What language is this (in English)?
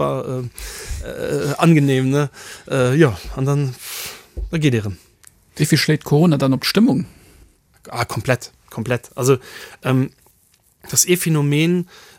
Luxembourgish